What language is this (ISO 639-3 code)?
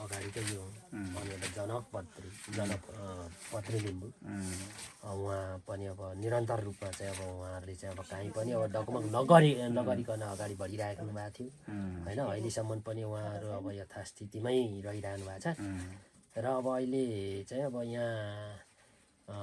nep